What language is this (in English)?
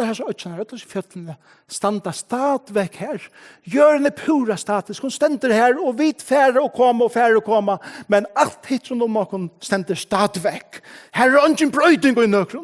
Faroese